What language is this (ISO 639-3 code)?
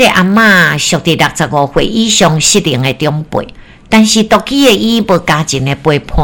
nan